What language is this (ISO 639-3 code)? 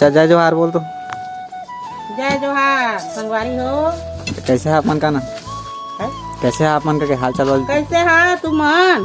hne